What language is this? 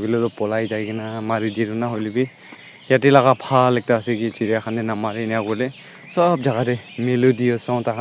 Naga Pidgin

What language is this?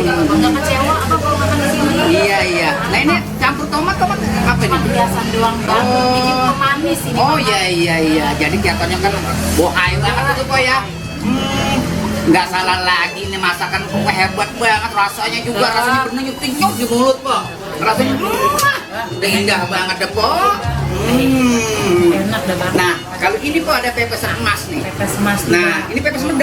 Betawi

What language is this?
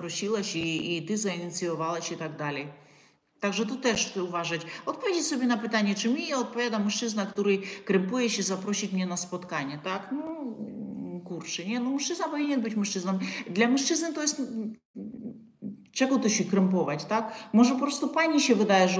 Polish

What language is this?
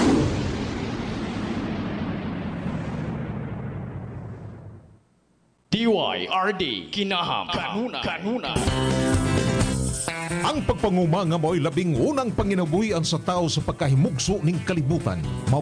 Cebuano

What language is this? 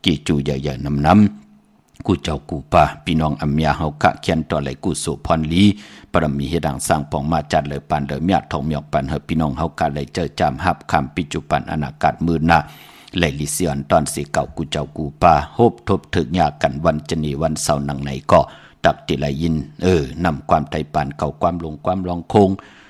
Shan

